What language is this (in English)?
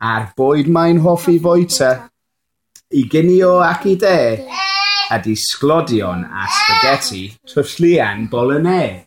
Welsh